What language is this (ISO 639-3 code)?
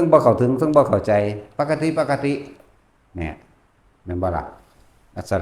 tts